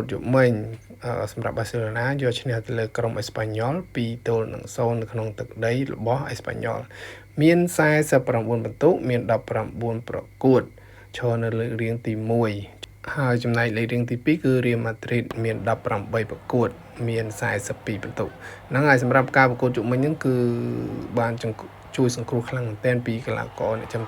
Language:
Khmer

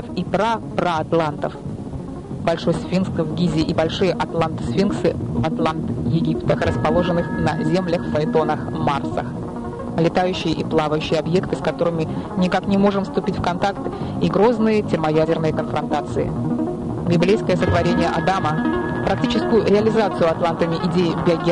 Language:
Russian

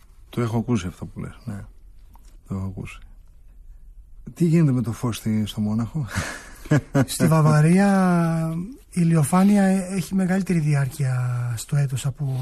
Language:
Greek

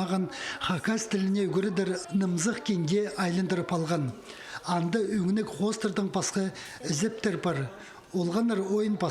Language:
Khakas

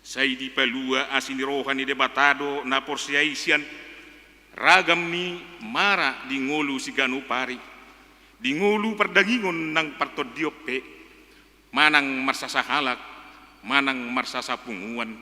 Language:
Batak Toba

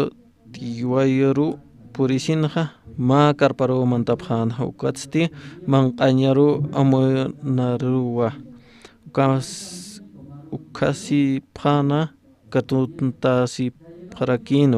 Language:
Aymara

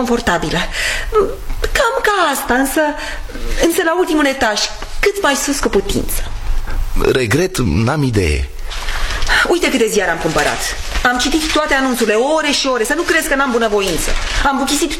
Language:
Romanian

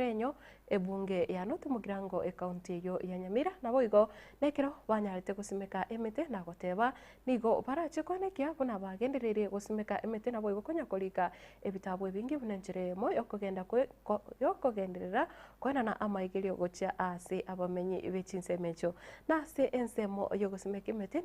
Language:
Gusii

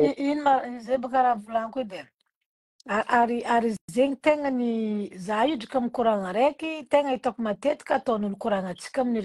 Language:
Malagasy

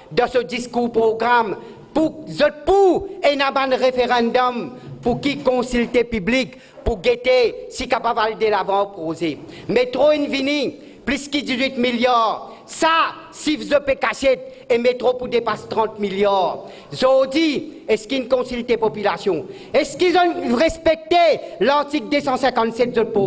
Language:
Morisyen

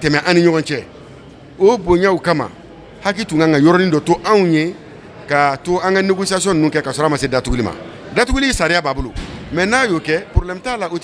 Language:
Bambara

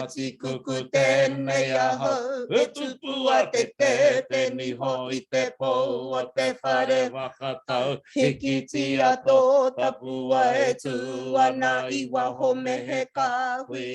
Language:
Māori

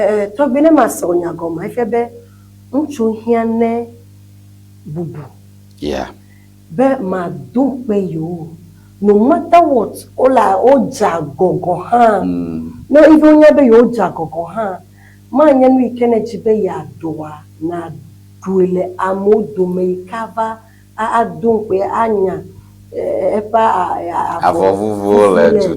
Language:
Ewe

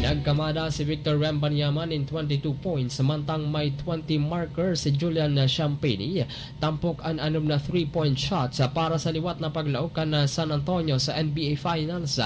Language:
Bikol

